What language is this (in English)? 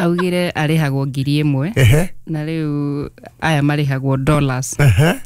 Kikuyu